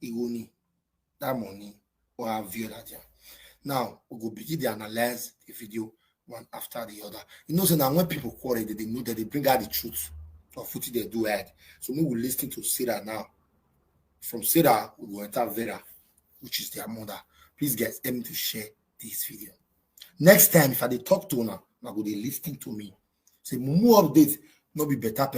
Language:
Nigerian Pidgin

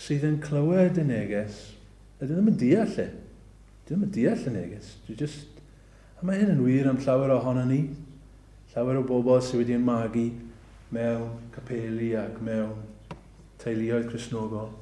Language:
Welsh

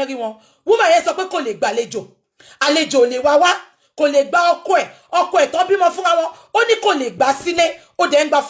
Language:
Yoruba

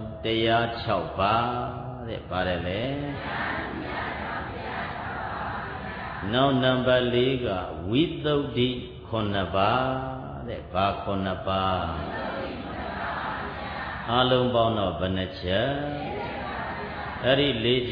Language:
Burmese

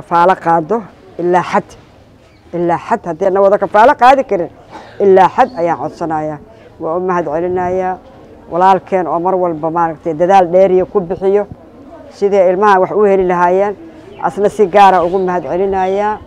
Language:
Somali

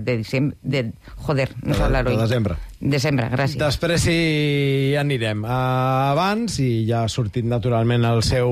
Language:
Catalan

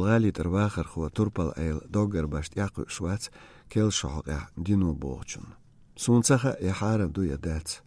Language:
Chechen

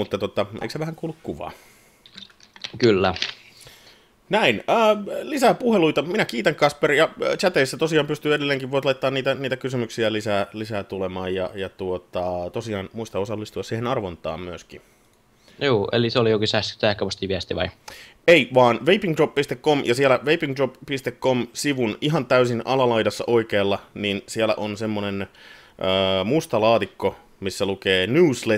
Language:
Finnish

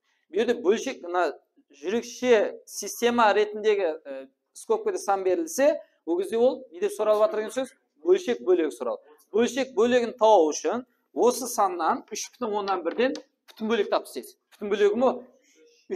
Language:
Kara-Kalpak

